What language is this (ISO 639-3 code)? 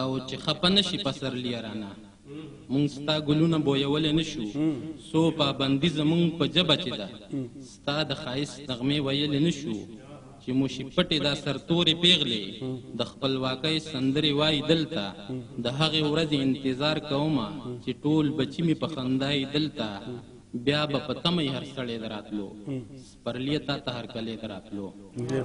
pus